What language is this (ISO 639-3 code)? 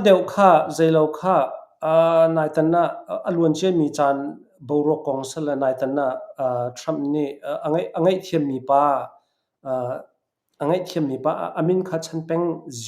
cnh